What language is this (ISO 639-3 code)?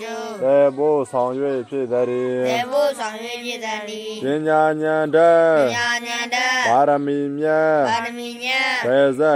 mya